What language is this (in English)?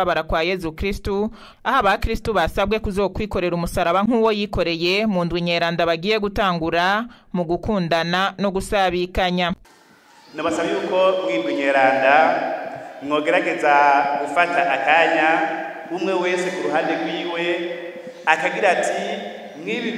Rundi